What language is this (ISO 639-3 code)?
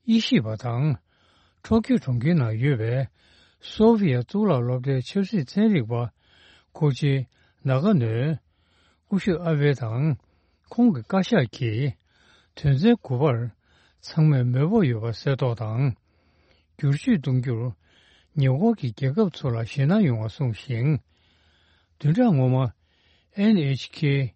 bod